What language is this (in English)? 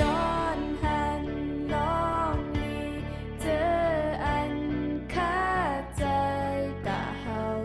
Shan